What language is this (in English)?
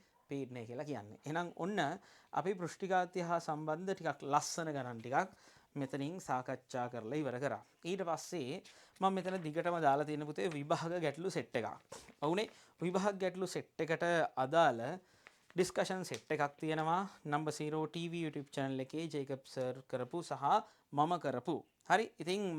Sinhala